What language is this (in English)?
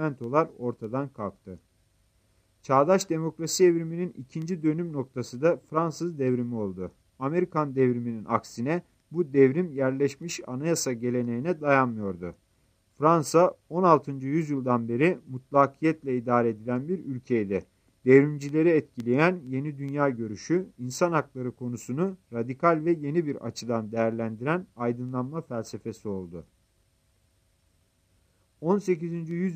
Turkish